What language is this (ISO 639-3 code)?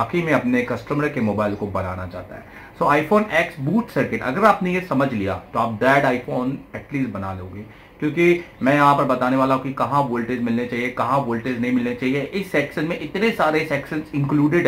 hin